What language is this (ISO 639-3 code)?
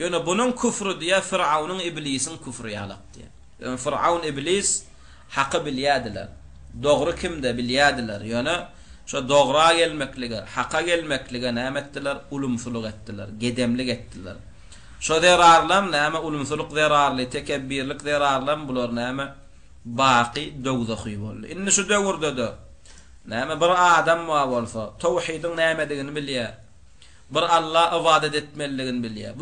tuk